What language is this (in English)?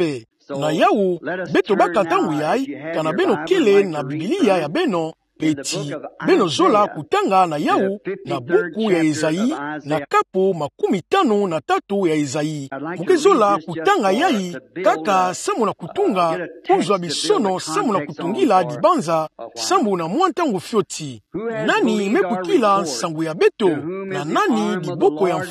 Kituba (Democratic Republic of Congo)